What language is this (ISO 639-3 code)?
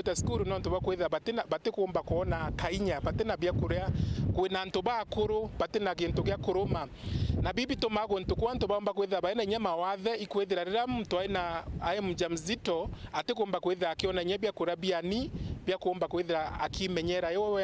mer